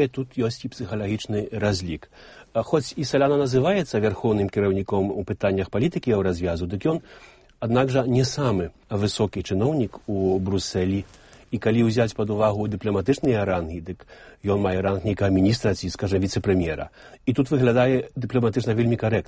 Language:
Belarusian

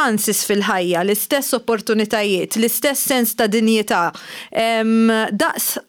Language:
Maltese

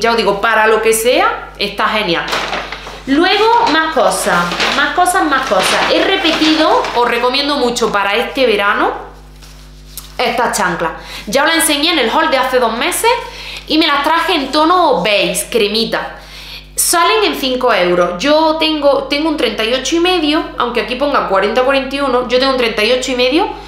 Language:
Spanish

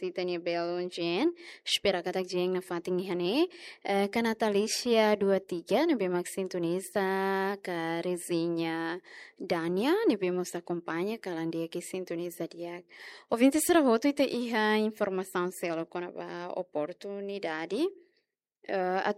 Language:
Tetum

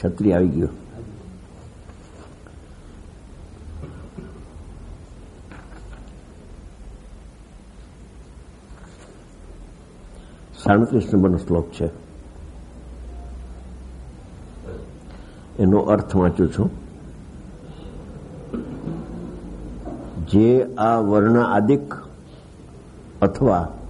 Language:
Gujarati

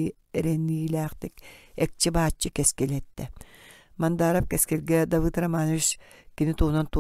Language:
Yakut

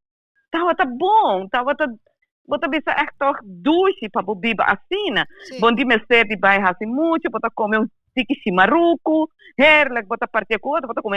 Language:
Papiamento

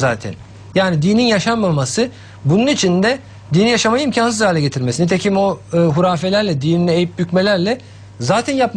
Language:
Turkish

